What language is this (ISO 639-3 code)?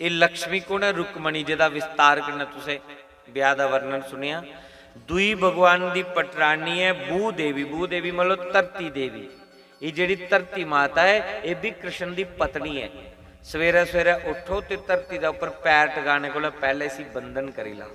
doi